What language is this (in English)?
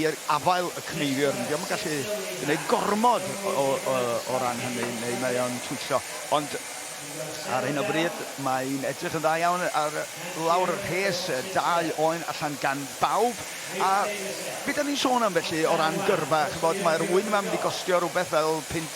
Welsh